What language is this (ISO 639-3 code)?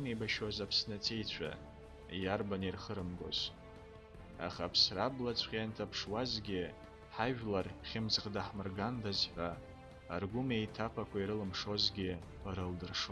abk